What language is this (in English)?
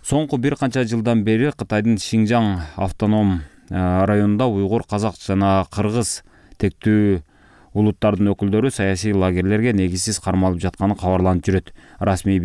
Kyrgyz